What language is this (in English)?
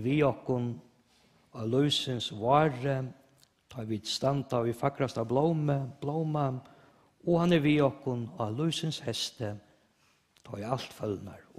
Faroese